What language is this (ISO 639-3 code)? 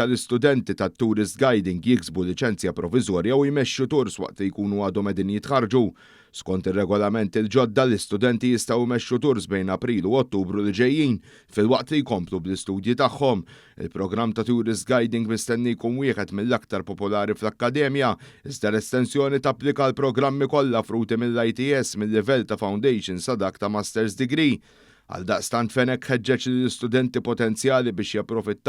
mlt